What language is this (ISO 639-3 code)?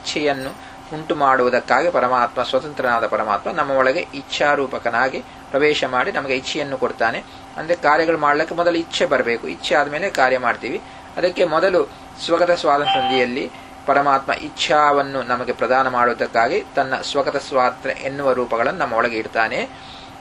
kan